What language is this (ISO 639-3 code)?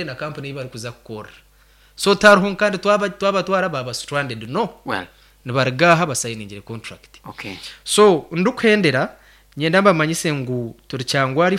nyn